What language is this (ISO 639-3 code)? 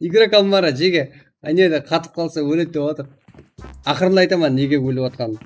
kaa